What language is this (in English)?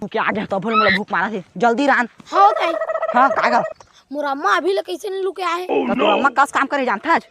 Chhattisgarhi